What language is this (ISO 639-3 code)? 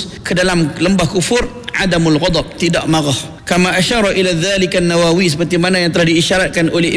msa